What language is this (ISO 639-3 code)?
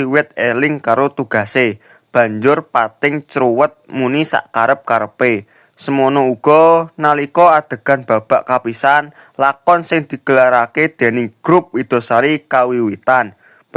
jav